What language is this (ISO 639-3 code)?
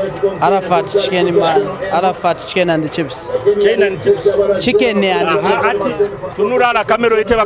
nyo